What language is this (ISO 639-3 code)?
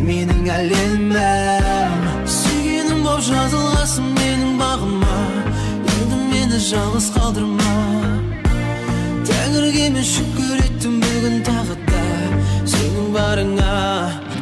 kaz